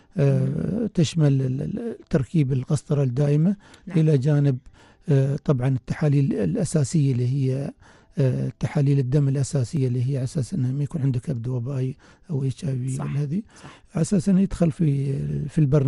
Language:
Arabic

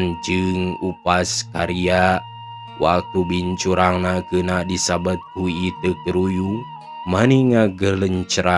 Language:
Sundanese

